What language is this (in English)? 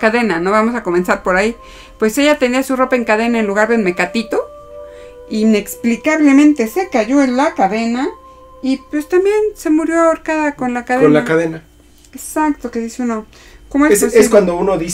Spanish